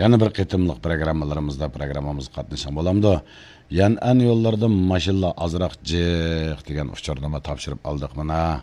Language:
Uyghur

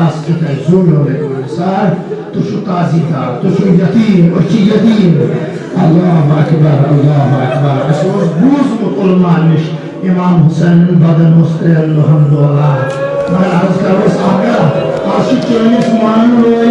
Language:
Kashmiri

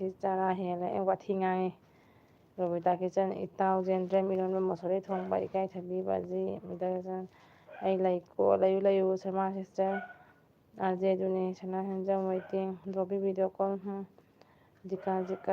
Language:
Manipuri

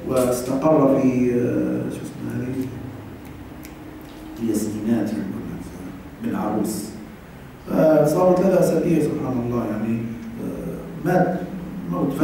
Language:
Arabic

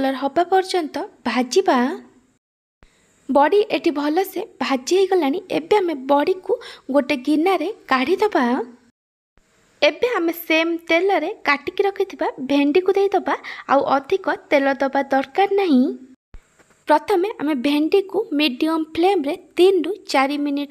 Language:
Odia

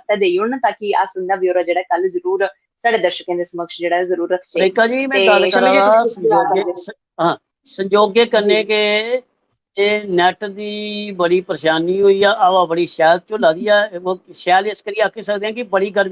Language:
Dogri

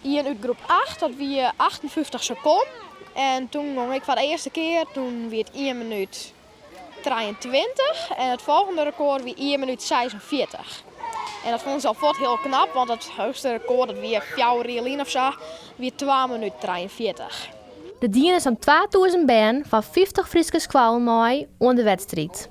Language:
Western Frisian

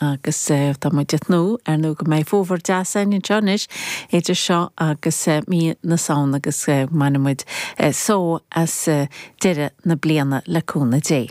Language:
Irish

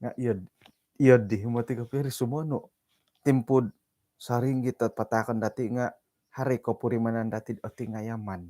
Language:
Central Dusun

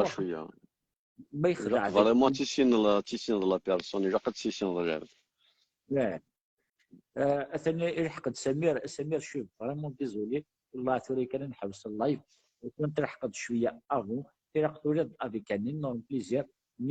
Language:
Kabyle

